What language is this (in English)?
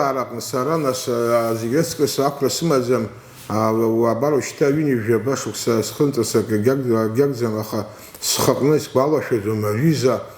Abkhazian